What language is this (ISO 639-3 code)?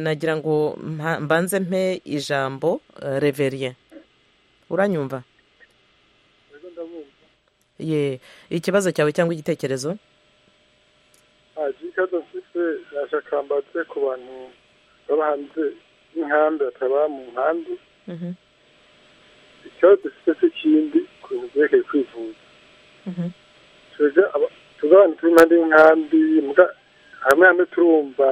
kin